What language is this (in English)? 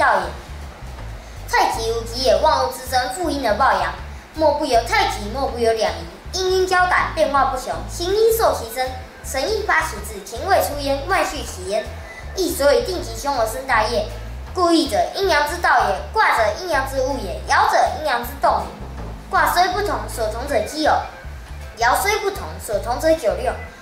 Literary Chinese